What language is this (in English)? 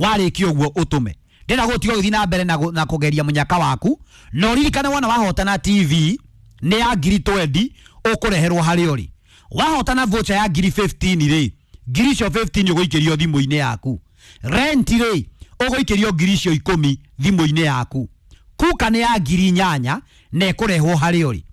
Kikuyu